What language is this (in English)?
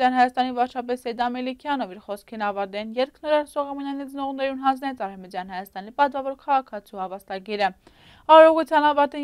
Armenian